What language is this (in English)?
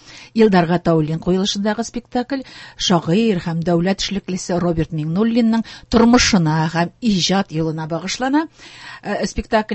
Tatar